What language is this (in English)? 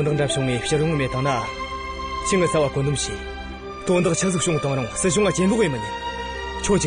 Tibetan